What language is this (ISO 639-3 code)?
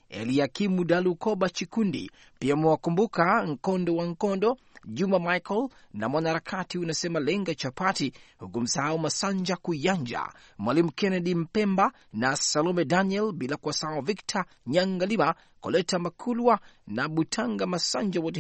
swa